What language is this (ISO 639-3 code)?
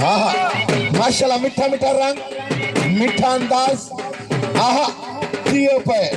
skr